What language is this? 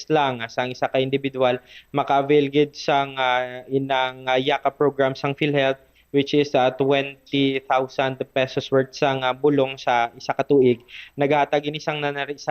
Hiligaynon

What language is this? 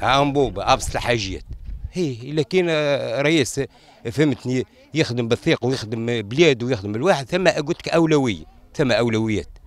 Tunisian Arabic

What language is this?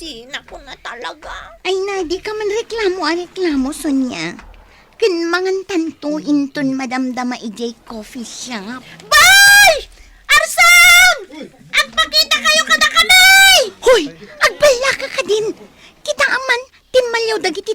Iloko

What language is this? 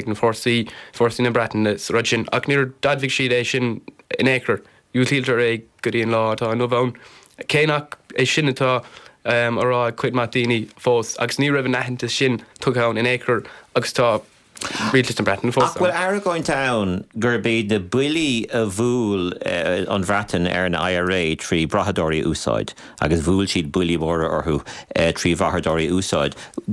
Irish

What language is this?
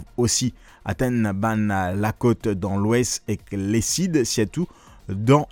Morisyen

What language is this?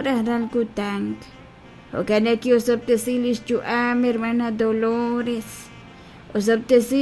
Kekchí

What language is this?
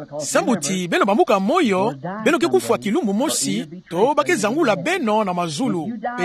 Kituba (Democratic Republic of Congo)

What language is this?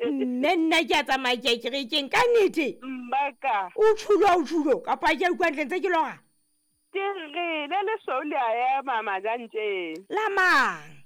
Southern Sotho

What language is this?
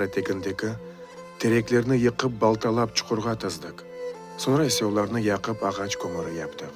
Crimean Tatar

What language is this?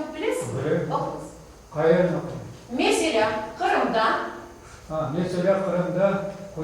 Crimean Tatar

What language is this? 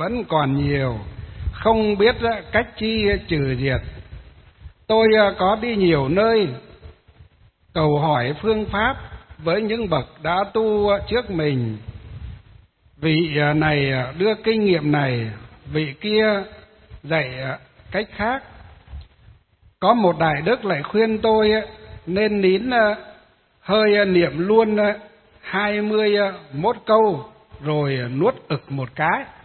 Vietnamese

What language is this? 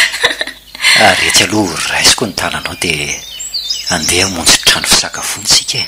Malagasy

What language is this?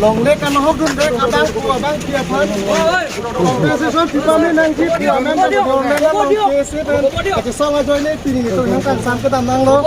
Karbi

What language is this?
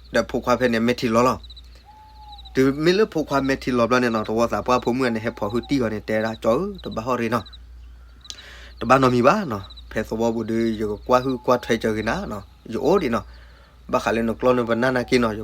S'gaw Karen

